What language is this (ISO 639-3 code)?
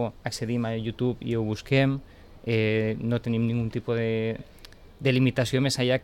cat